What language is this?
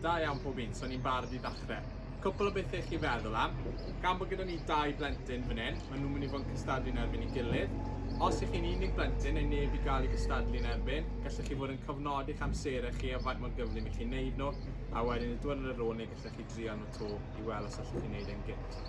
Welsh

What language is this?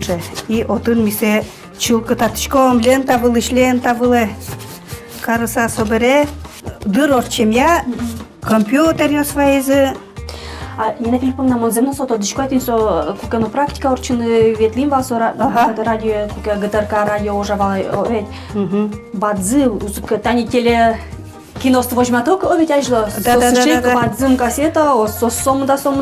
Udmurt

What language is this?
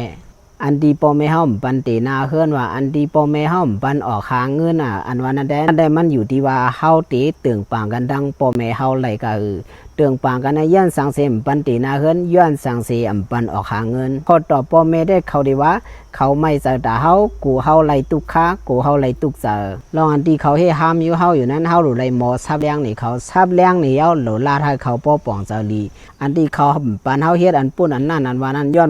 Shan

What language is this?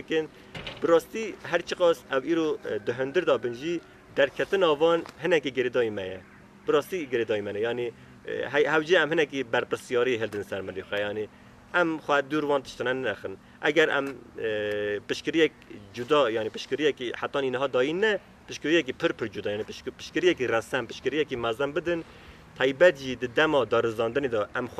Kurdish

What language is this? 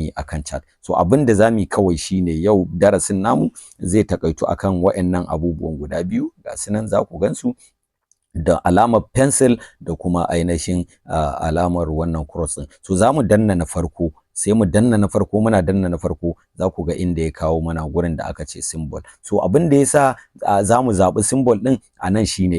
Hausa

